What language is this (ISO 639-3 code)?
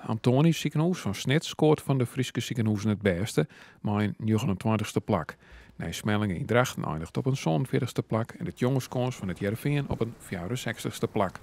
fry